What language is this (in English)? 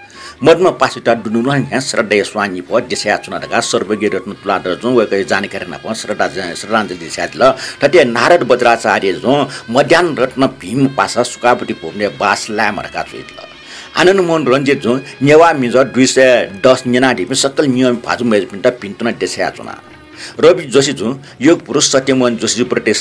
Newari